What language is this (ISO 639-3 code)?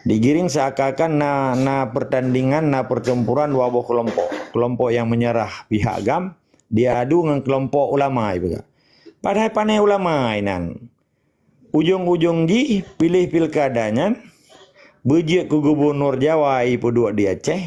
ace